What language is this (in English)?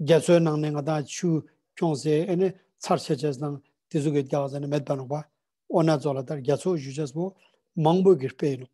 Ladakhi